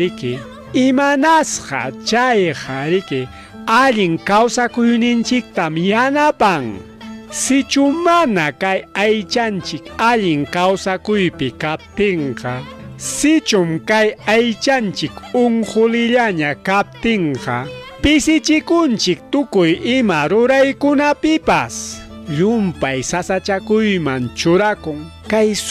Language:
Ayacucho Quechua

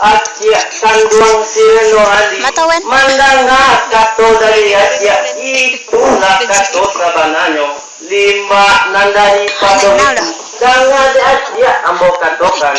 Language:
Minangkabau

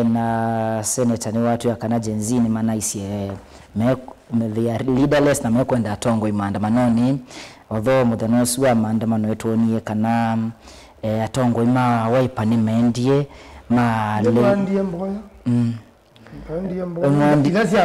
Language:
Kamba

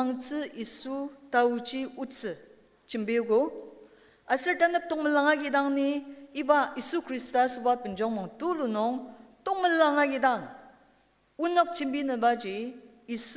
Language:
Ao Naga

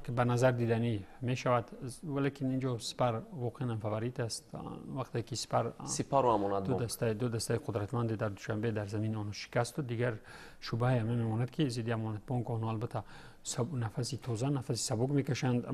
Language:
Tajik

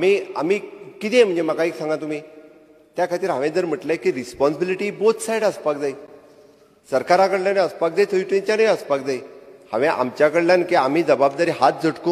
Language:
Konkani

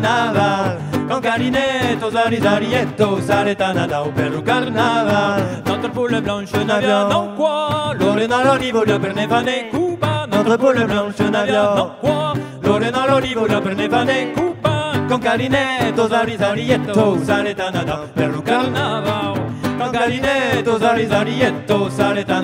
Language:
Occitan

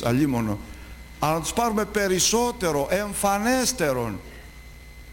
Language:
Greek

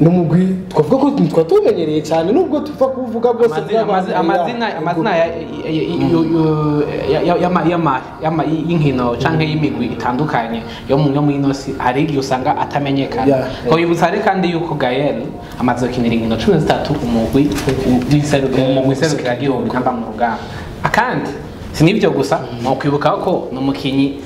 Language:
Rundi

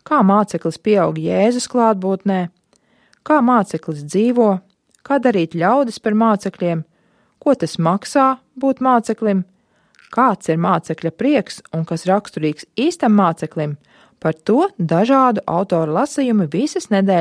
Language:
Latvian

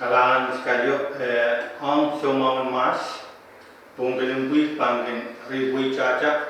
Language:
Pohnpeian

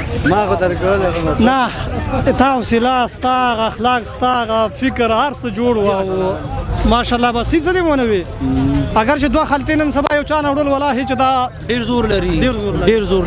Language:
Pashto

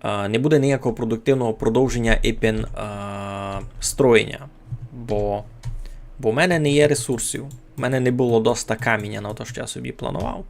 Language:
Rusyn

